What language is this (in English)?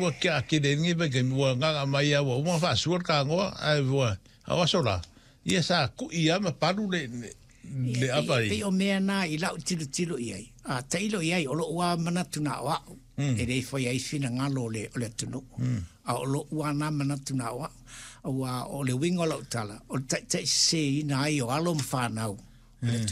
Samoan